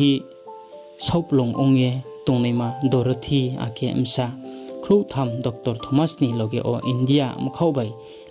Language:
Riang (India)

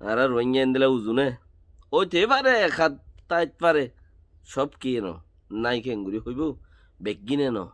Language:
Rohingya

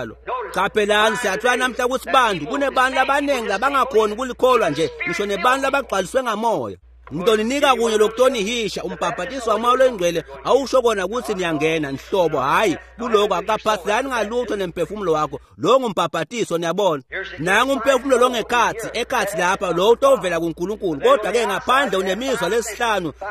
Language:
Swati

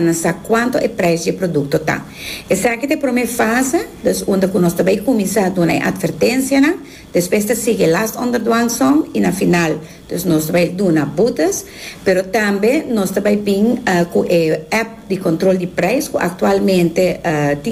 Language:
Papiamento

